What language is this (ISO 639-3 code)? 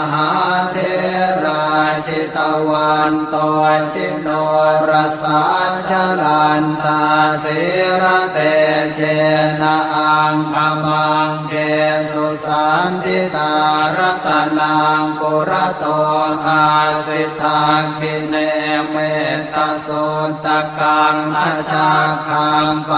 pli